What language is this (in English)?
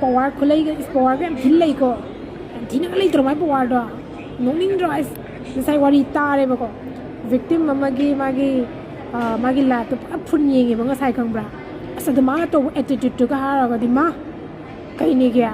Manipuri